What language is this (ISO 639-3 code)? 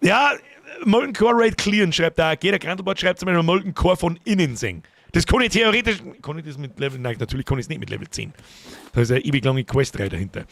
bar